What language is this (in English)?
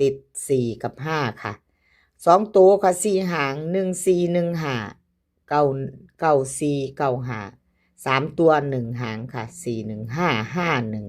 Northeastern Thai